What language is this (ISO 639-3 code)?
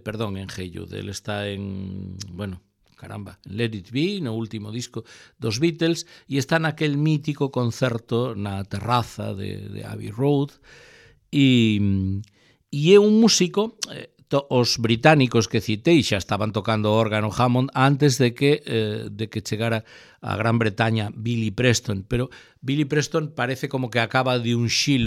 glg